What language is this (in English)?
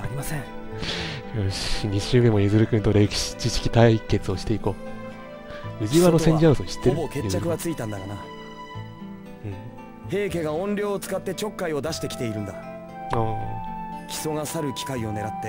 Japanese